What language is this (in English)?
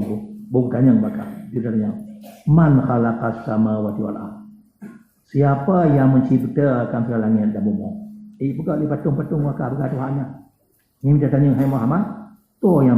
Achinese